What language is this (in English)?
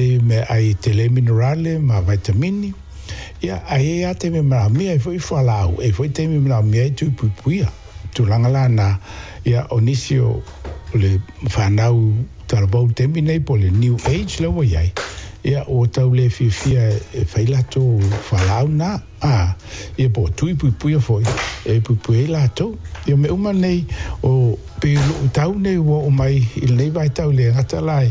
Samoan